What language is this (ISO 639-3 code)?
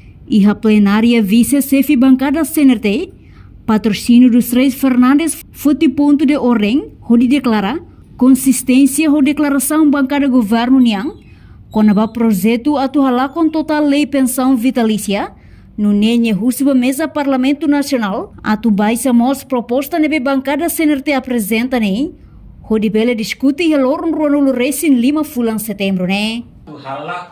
tet